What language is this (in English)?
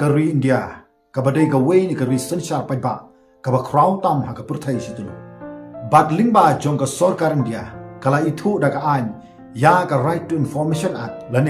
Khasi